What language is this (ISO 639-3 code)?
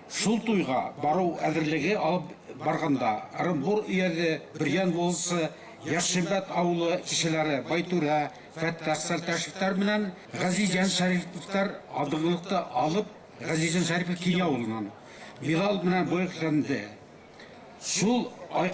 bak